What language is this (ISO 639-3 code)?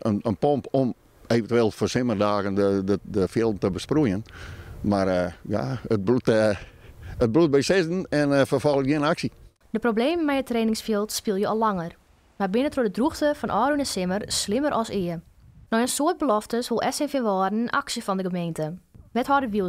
fry